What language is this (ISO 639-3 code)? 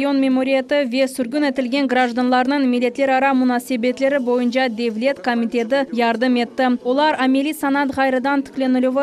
crh